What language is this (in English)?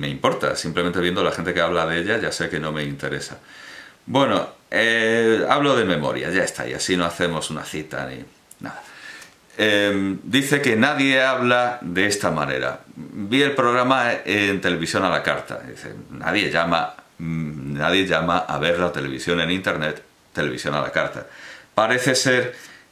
Spanish